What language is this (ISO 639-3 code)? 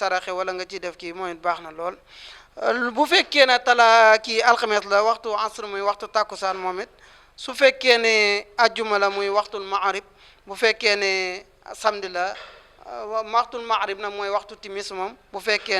wol